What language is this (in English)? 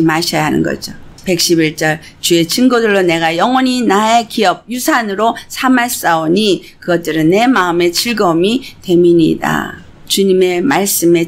Korean